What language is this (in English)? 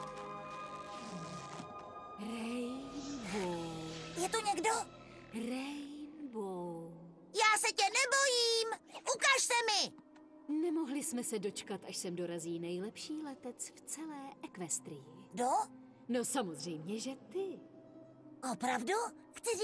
Czech